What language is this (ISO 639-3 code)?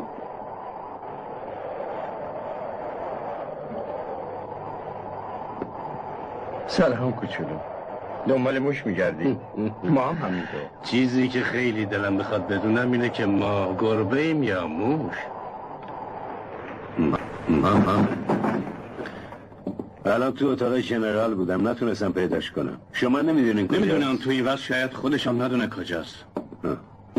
fas